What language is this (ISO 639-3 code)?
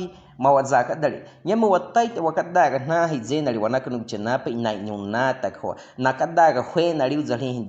bwi